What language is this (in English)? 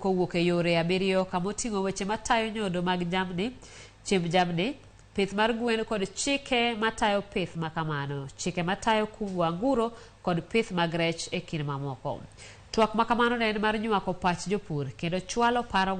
Luo (Kenya and Tanzania)